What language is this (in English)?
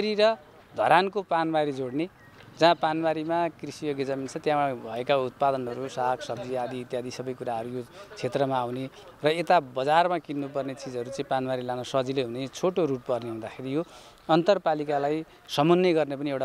Nepali